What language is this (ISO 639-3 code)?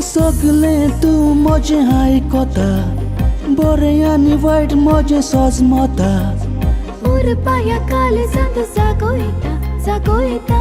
kok